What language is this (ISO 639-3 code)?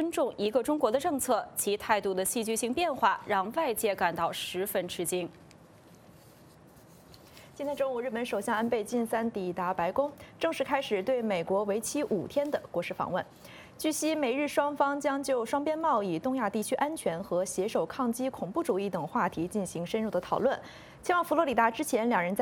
zho